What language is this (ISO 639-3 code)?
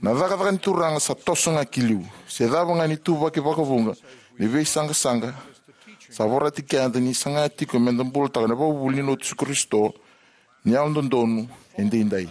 fij